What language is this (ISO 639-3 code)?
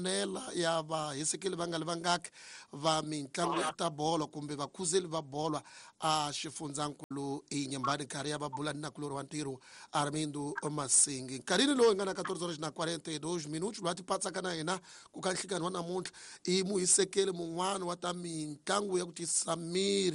tso